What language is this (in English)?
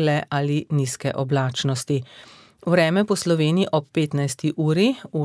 Slovenian